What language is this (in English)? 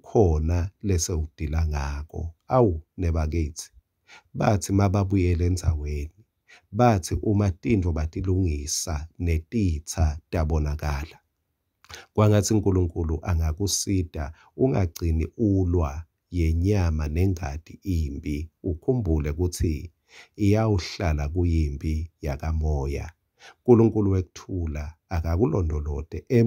Swati